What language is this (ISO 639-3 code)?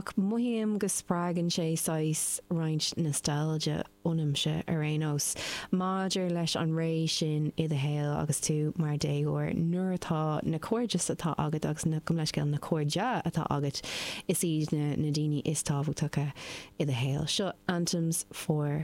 gle